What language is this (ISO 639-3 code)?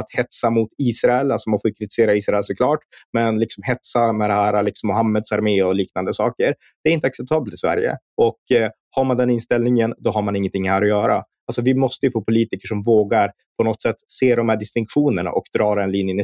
swe